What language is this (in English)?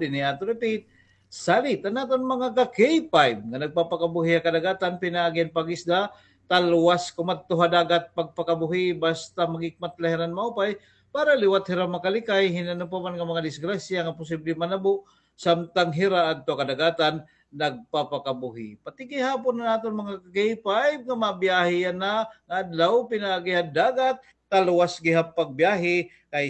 Waray